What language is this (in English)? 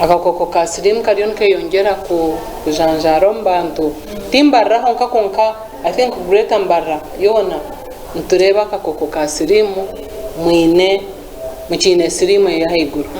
Nyankole